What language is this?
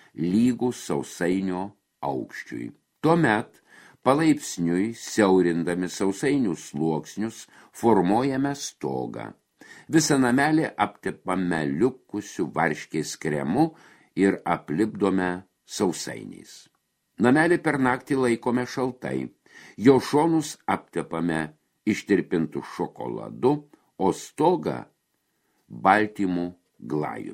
Lithuanian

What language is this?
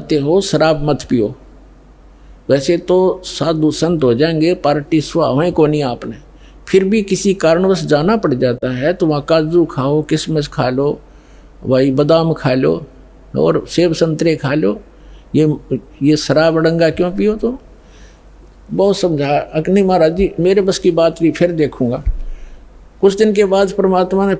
Hindi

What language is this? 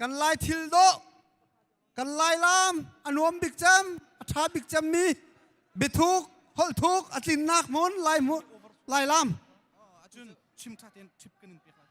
Hakha Chin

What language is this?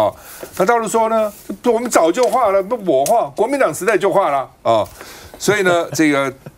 Chinese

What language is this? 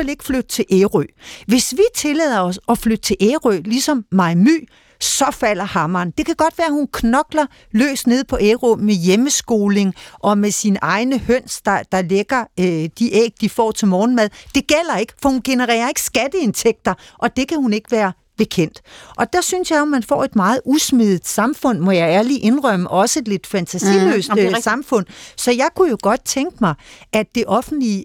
Danish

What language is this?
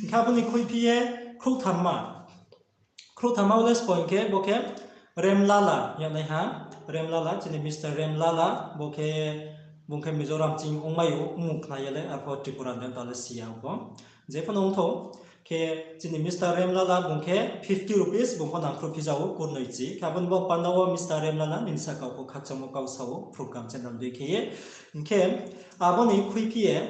Riang (India)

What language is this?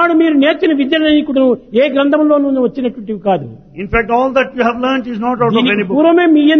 Telugu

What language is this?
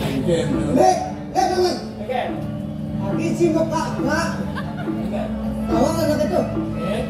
Balinese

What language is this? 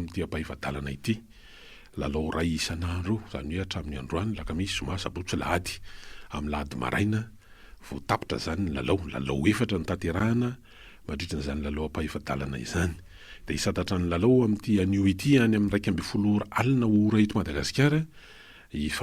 Malagasy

